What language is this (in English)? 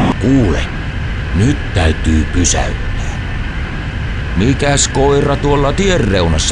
Finnish